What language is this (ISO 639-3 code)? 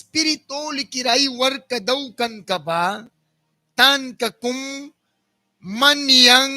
miq